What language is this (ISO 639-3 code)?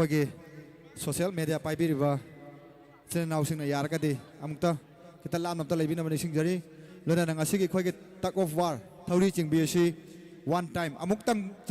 mni